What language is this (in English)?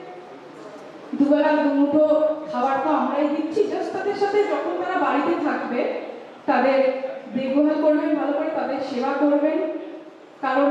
Bangla